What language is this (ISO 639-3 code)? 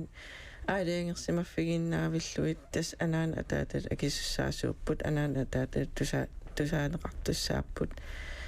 kal